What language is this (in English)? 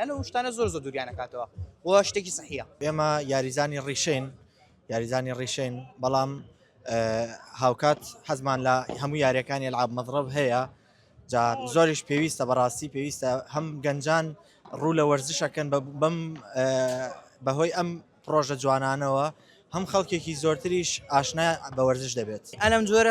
Central Kurdish